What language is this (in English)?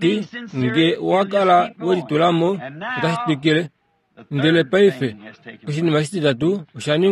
Kuanyama